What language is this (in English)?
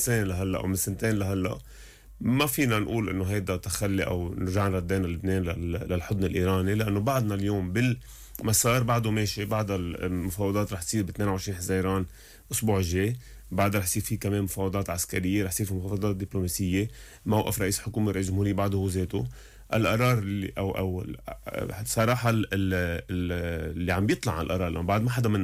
North Levantine Arabic